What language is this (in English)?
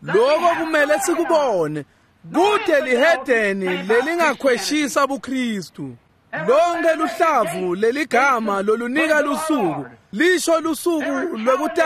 Swati